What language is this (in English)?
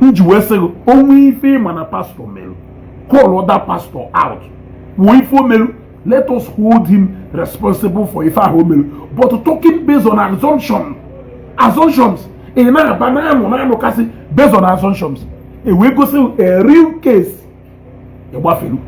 Igbo